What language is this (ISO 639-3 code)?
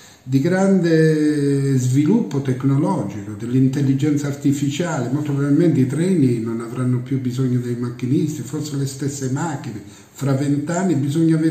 ita